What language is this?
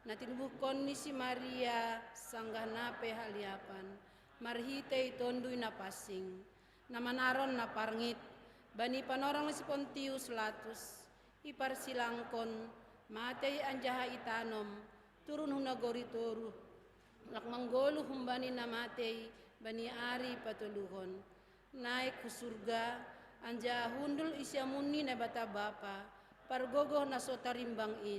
Batak Simalungun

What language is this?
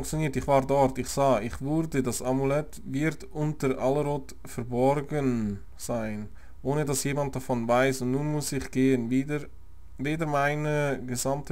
Swiss German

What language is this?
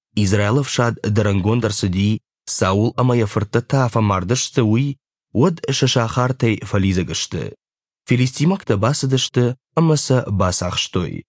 Ossetic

